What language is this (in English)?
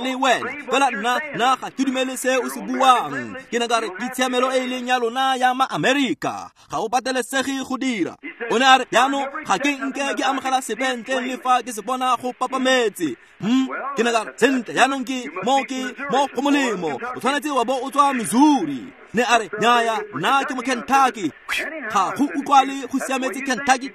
Tswana